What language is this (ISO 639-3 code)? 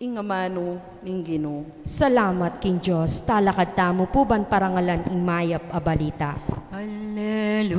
pam